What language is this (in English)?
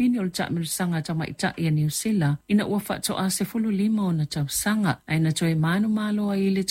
Samoan